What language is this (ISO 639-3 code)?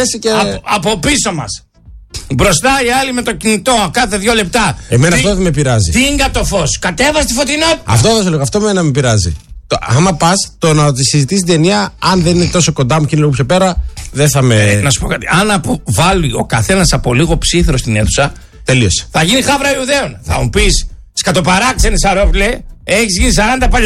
ell